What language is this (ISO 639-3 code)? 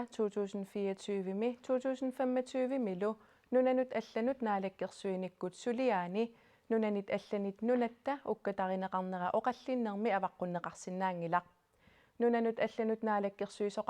kal